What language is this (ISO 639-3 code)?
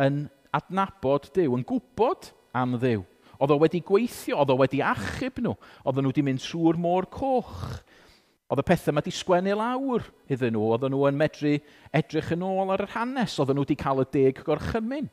cym